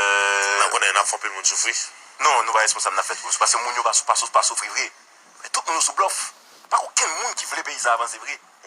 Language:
Haitian Creole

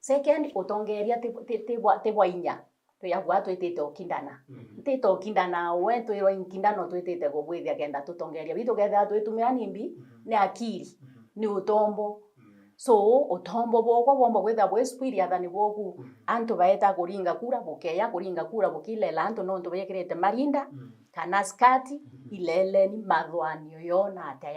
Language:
Meru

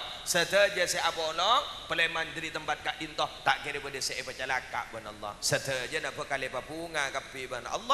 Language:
Madurese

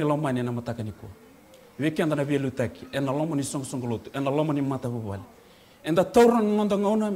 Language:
Fijian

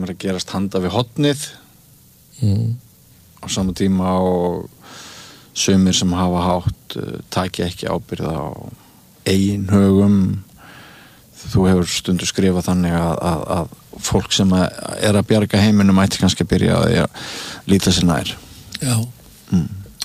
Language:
Icelandic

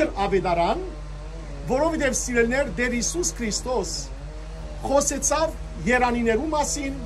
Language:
Western Armenian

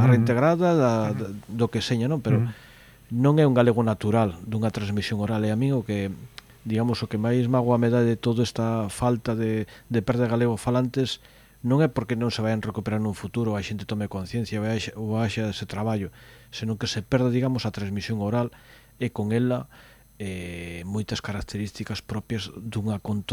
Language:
Galician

